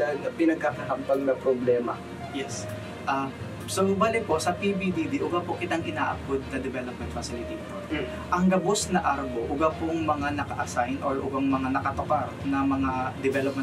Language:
Bikol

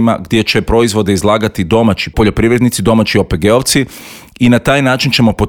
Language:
Croatian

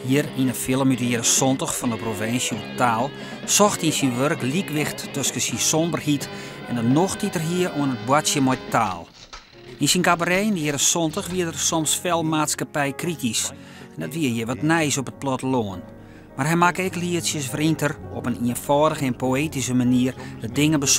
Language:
Western Frisian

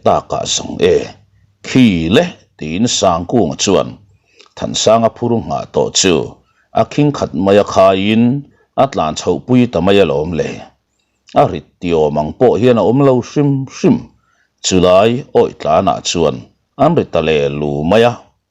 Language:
Mizo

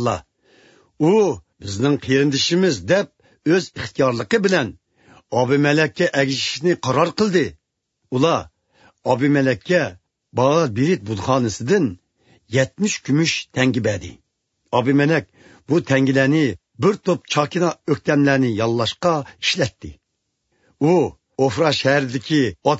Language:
Uyghur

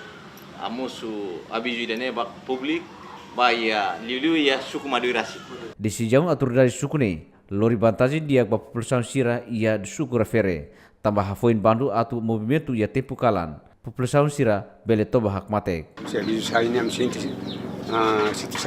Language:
Tetum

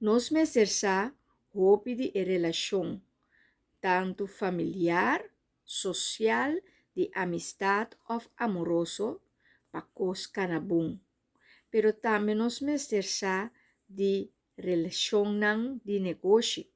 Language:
Papiamento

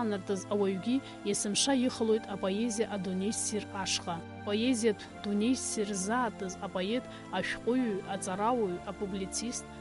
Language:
Abkhazian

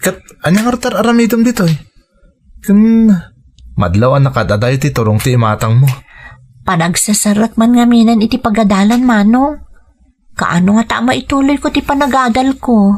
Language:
Iloko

